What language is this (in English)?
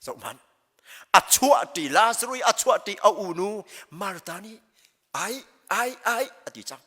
Hakha Chin